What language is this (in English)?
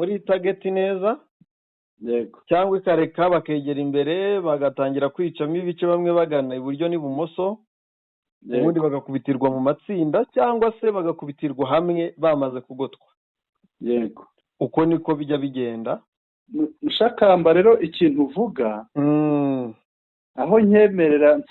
Kinyarwanda